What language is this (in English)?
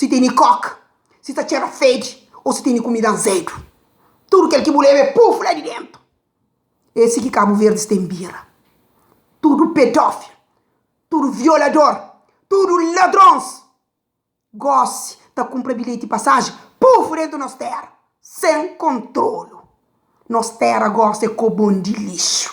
Kabuverdianu